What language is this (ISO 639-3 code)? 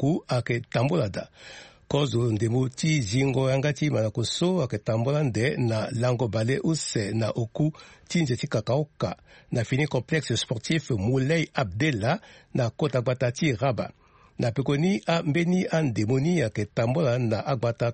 sag